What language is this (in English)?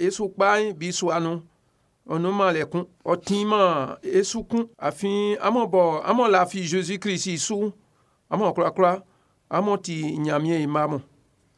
Baoulé